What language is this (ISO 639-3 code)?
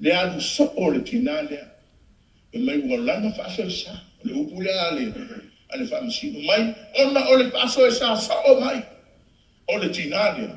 smo